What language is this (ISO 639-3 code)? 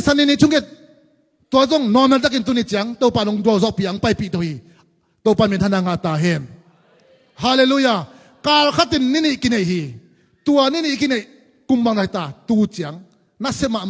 ctd